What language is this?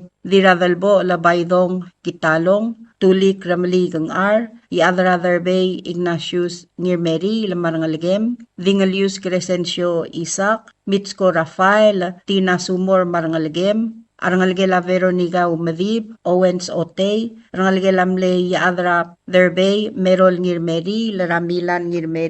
Palauan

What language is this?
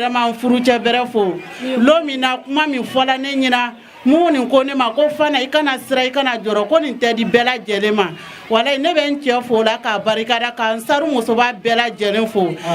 Bambara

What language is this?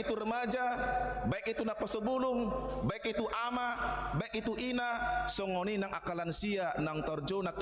Batak Toba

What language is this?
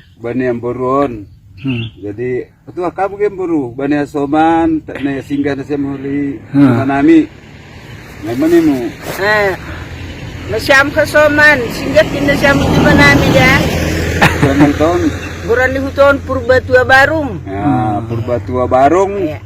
Batak Simalungun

